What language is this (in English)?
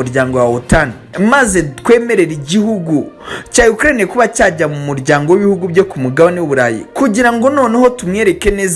Kinyarwanda